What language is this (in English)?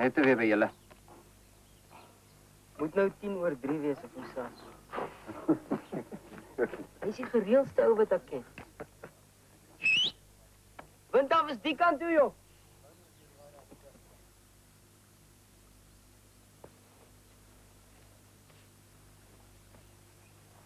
Afrikaans